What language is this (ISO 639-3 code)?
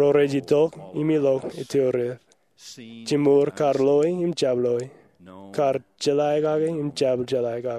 mah